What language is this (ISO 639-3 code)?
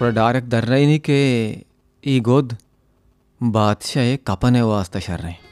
bal